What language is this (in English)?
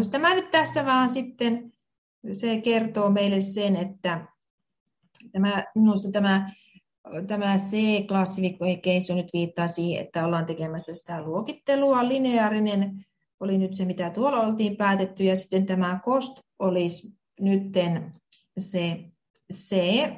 Finnish